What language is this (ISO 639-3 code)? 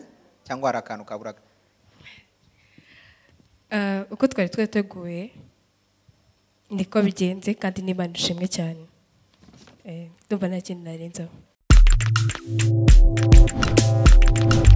kin